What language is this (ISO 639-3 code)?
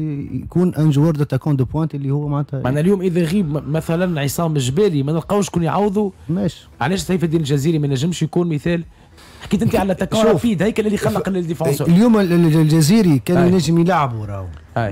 aeb